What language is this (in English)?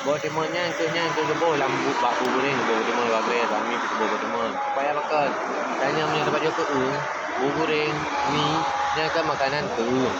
Achinese